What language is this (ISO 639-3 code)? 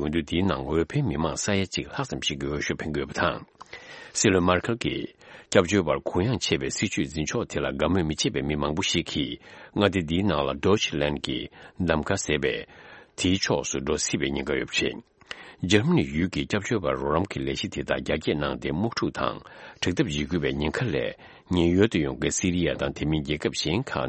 bod